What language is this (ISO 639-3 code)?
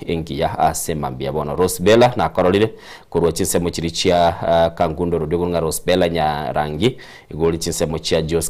guz